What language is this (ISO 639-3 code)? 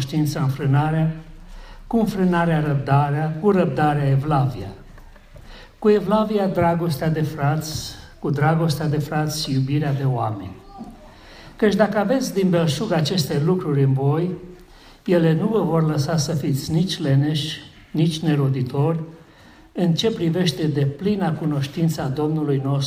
ron